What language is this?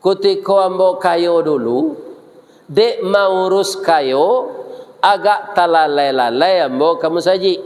Minangkabau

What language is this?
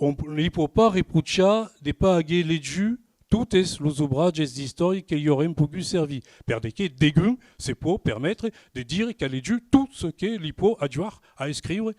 Occitan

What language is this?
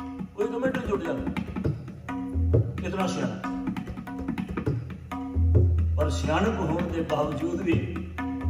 Punjabi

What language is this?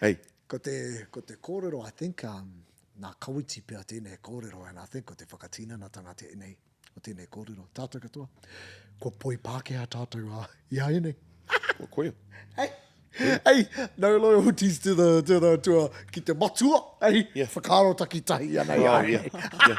Māori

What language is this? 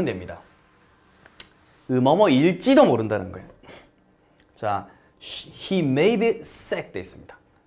Korean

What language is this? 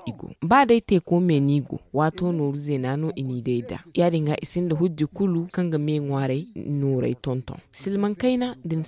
Zarma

